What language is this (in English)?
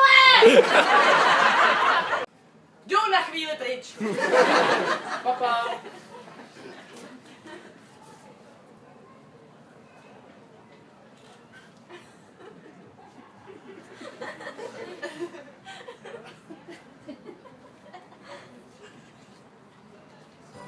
Czech